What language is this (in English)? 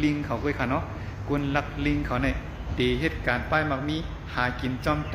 Shan